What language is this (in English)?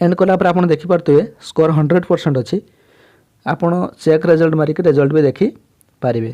Odia